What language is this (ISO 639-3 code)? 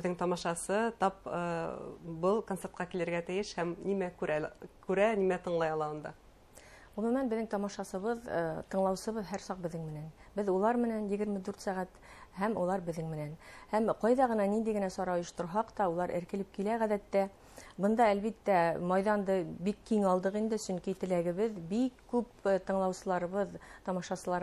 bak